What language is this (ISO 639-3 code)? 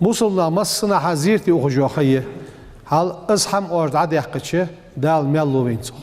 inh